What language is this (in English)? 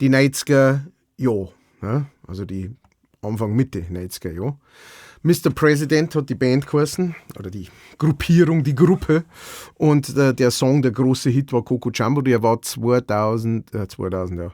Bavarian